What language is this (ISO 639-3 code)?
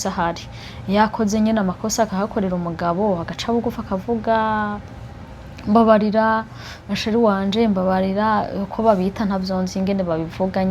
run